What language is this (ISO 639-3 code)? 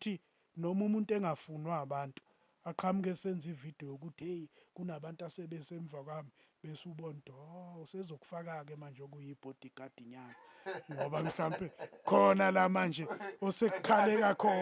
zul